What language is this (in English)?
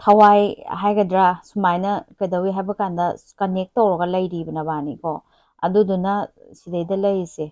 Manipuri